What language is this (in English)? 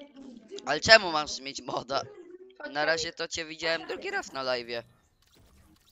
Polish